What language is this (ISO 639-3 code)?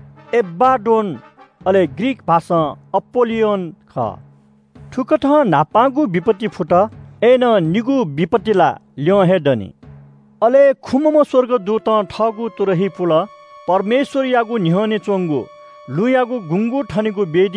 new